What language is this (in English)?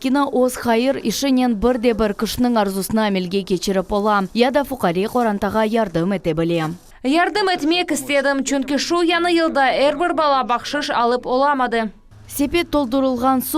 Crimean Tatar